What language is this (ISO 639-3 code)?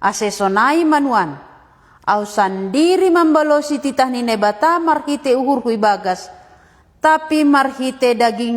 bts